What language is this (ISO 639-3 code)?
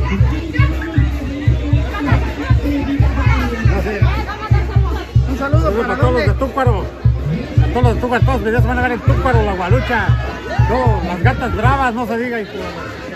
spa